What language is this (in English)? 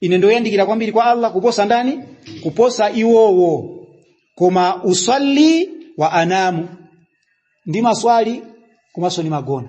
Nyanja